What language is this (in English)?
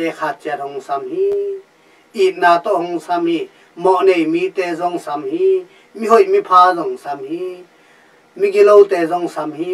Tedim Chin